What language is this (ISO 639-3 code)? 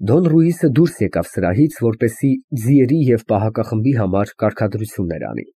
hye